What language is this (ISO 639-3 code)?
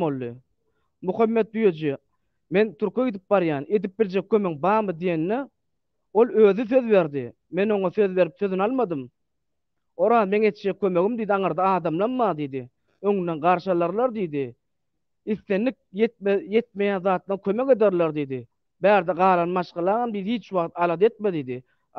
tuk